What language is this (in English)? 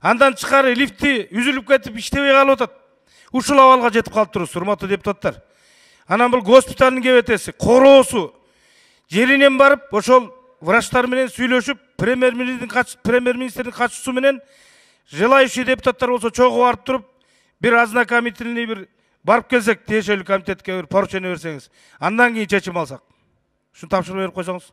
Kyrgyz